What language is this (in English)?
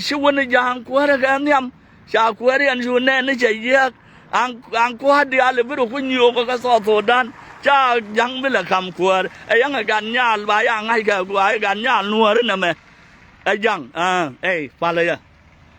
Nuer